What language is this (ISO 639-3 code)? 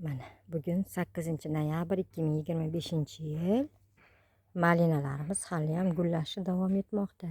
uzb